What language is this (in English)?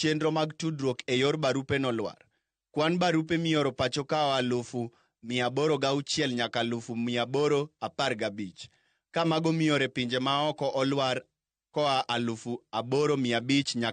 Luo (Kenya and Tanzania)